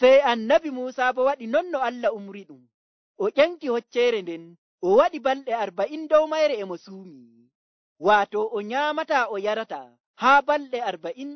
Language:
Nigerian Fulfulde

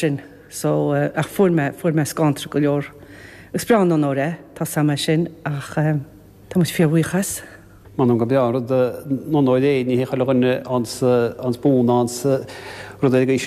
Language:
Irish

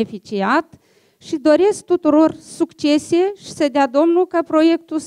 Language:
Romanian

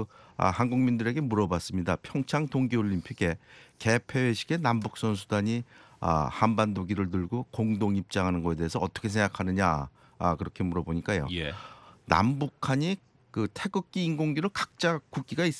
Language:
Korean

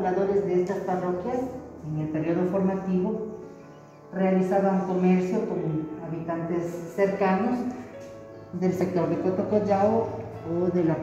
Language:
Spanish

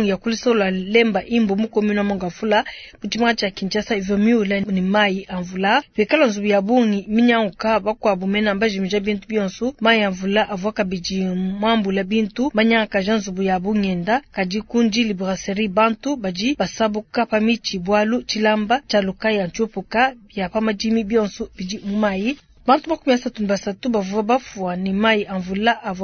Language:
Luba-Lulua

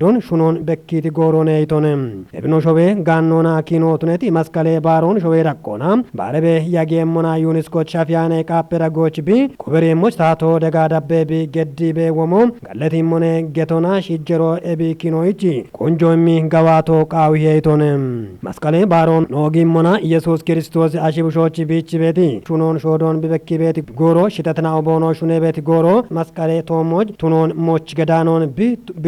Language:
Kafa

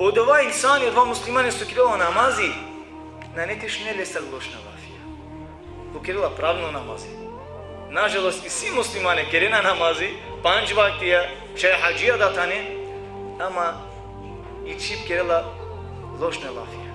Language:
Balkan Romani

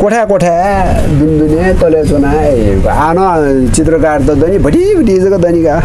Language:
Newari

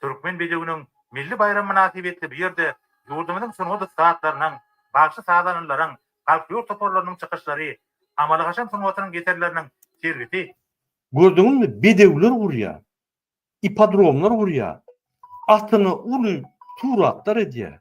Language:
Turkmen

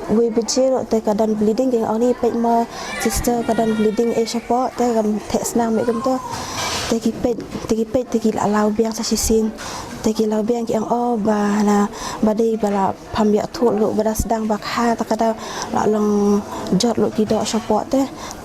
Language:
Khasi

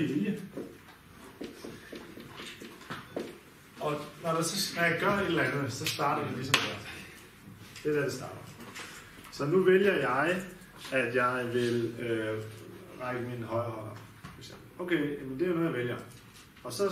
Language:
Danish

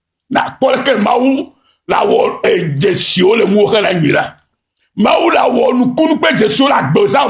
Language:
Ewe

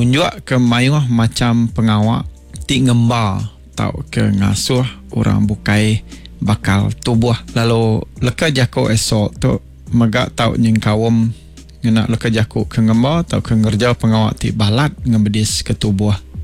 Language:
Iban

